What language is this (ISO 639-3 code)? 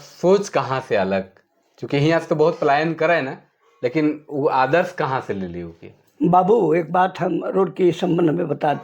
sck